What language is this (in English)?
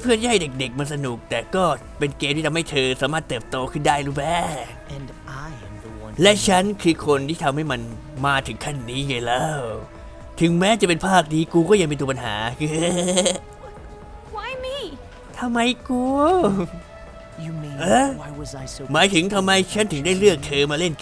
Thai